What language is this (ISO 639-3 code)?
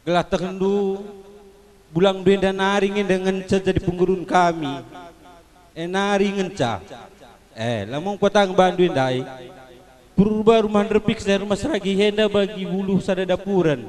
btx